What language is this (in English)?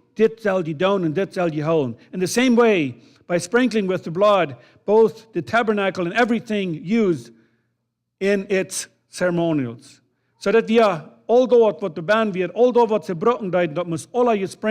Plautdietsch